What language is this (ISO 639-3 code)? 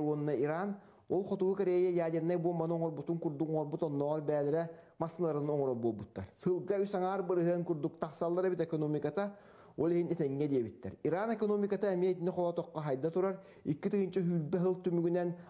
sah